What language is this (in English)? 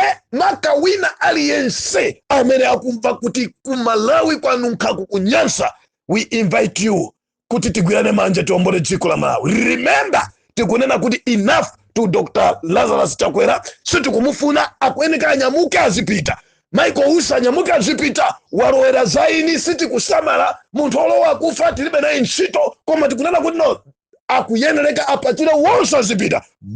Nyanja